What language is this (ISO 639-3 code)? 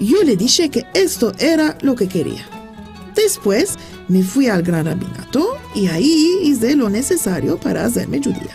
lad